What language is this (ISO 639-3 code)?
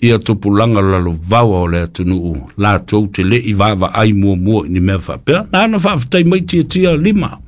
smo